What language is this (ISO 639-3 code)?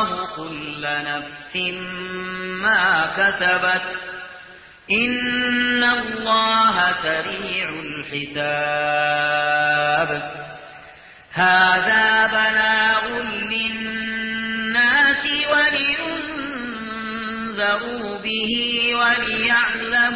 ara